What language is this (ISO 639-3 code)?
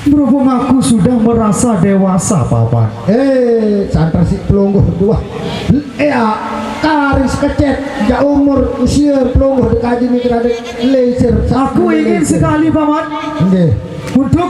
sas